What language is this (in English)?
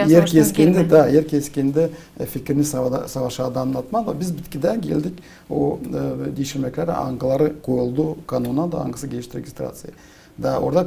Gagauz